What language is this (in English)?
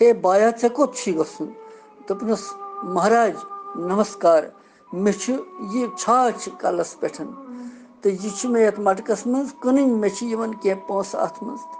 Kashmiri